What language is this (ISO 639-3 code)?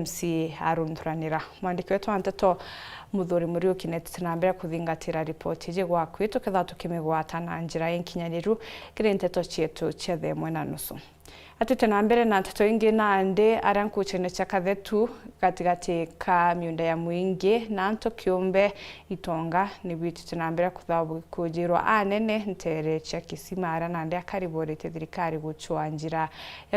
mer